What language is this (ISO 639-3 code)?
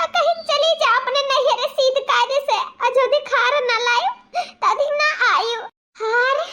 awa